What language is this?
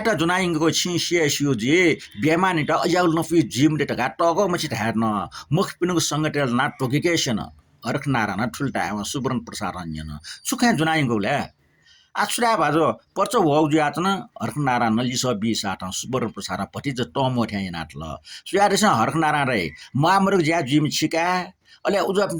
Newari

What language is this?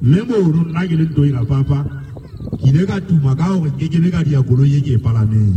Southern Sotho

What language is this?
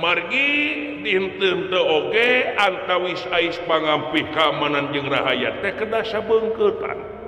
Sundanese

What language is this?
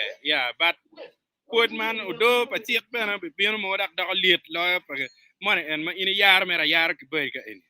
Acoli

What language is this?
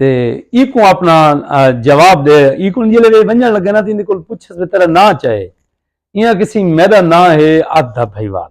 Saraiki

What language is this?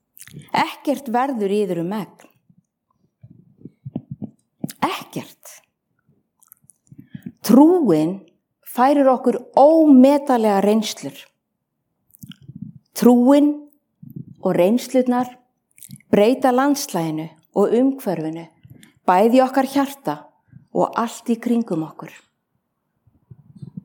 Icelandic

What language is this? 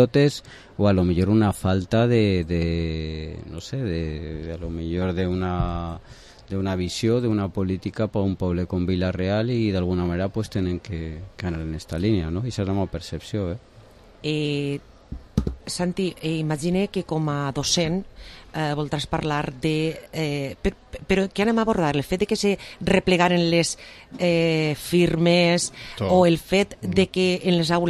Catalan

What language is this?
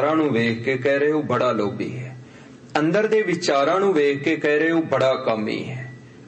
Punjabi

